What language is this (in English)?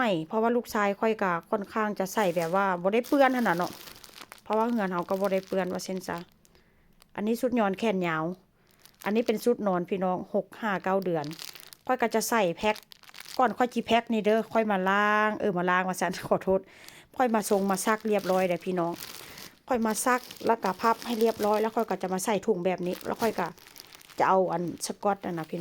Northeastern Thai